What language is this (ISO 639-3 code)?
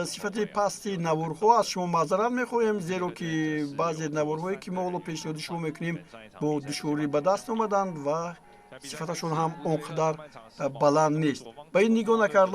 tgk